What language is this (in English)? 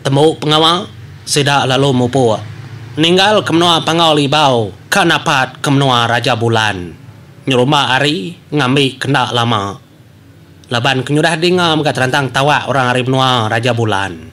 Iban